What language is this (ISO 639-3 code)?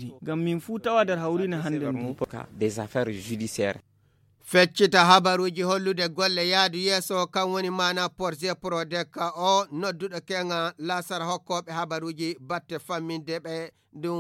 ful